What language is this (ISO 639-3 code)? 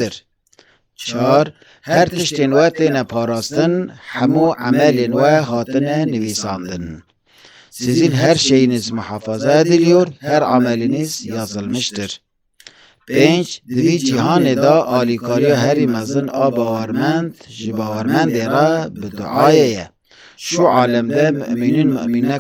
kur